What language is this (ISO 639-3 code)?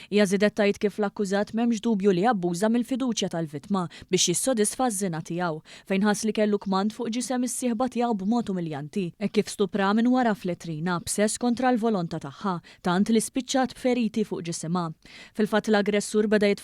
mlt